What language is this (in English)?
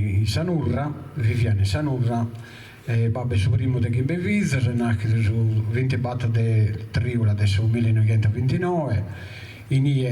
Sardinian